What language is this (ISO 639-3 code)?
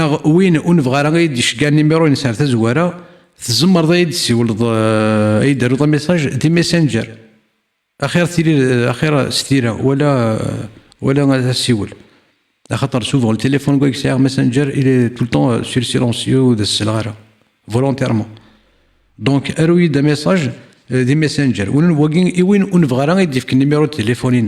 kab